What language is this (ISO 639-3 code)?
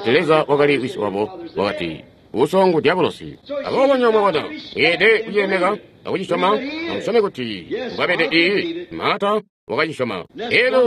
toi